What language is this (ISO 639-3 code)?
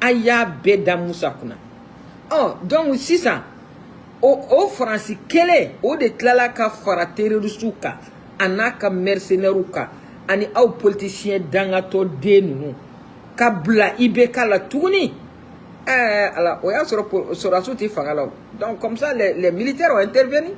bam